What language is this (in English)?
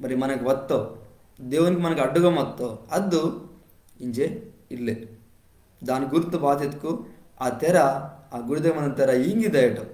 Koya